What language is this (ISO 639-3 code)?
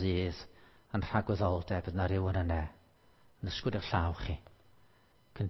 cym